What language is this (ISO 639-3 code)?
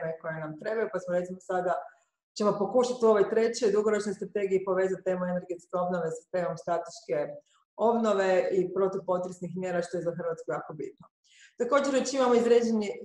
hrv